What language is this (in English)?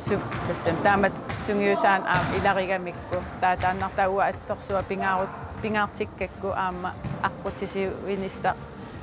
Kalaallisut